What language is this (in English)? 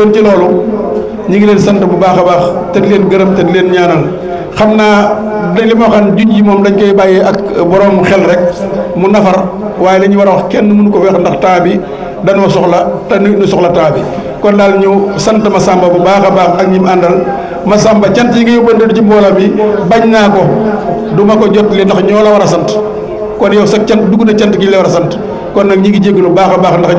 Wolof